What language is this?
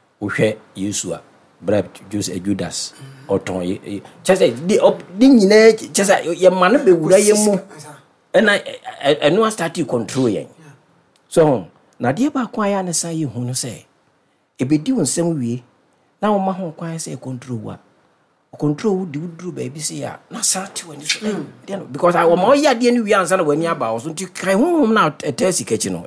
Akan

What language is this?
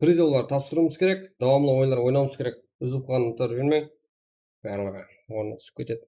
Kara-Kalpak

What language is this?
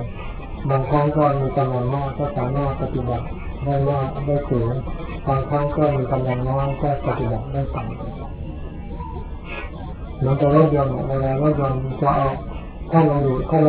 Thai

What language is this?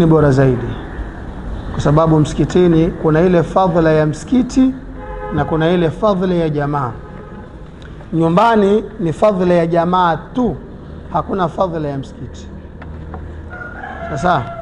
Swahili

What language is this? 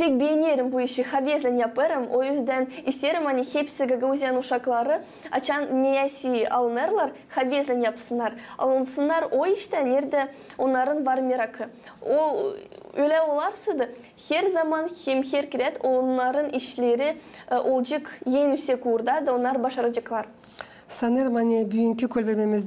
Gagauz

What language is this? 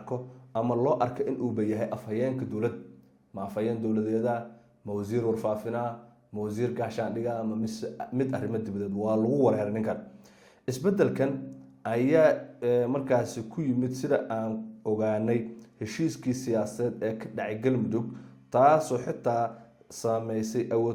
Somali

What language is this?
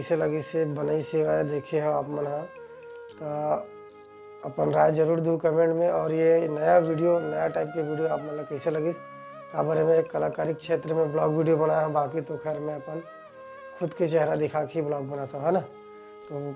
Chhattisgarhi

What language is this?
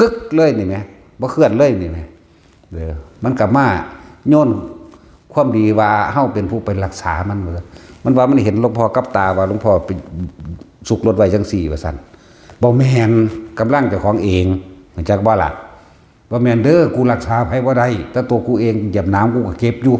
Northeastern Thai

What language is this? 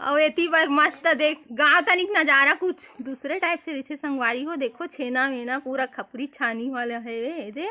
Chhattisgarhi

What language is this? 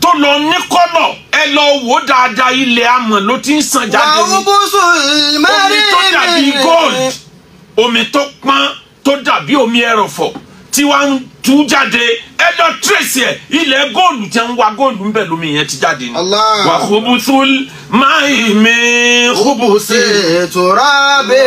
Yoruba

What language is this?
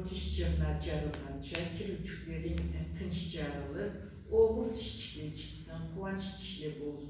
Karachay-Balkar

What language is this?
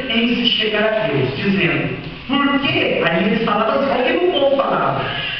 Portuguese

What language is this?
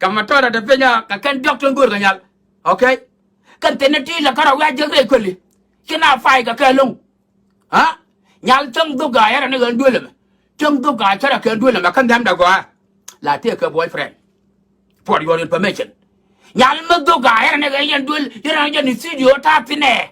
Nuer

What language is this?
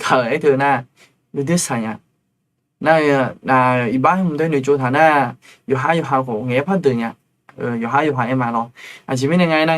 Akha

